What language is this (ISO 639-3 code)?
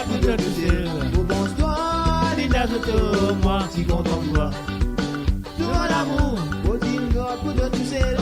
mfe